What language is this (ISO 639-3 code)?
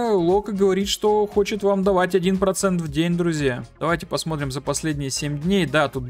rus